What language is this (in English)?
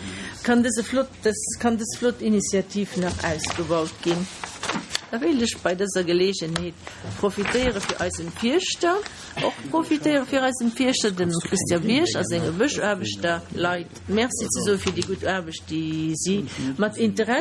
Luxembourgish